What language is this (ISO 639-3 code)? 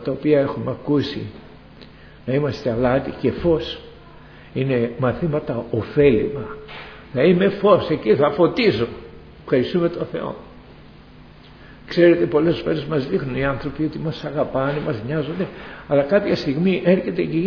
ell